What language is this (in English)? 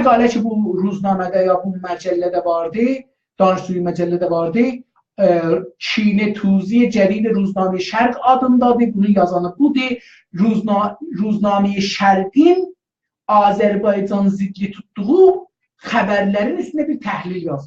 South Azerbaijani